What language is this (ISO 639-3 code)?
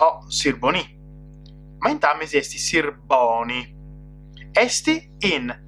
srd